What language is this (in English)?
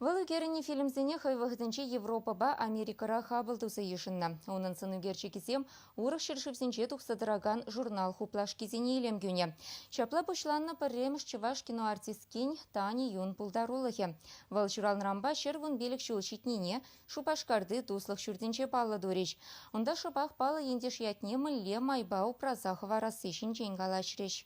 Chuvash